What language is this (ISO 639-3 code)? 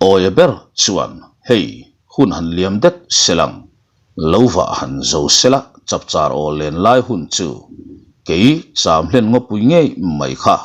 lus